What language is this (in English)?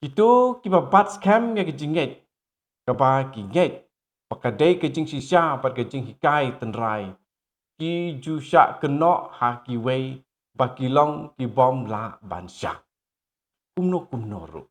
Khasi